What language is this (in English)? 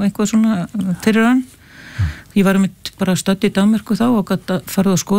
Icelandic